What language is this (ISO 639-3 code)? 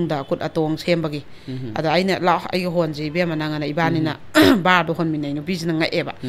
mni